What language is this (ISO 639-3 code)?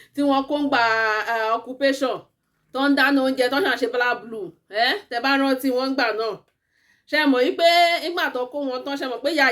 yor